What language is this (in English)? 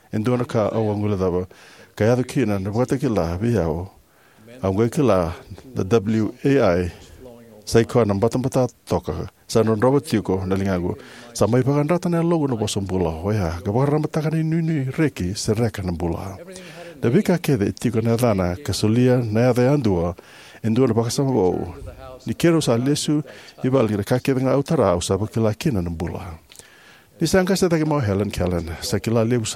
Fijian